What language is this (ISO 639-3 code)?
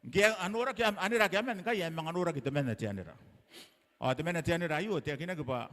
gil